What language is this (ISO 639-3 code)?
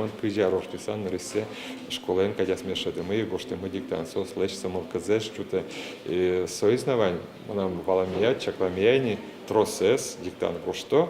udm